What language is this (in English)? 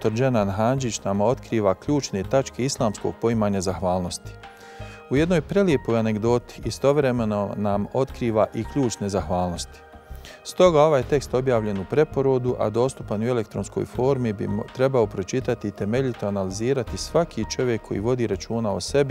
Bosnian